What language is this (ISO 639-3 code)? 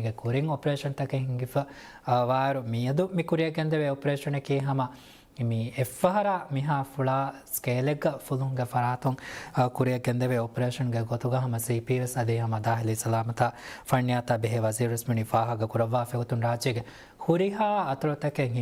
div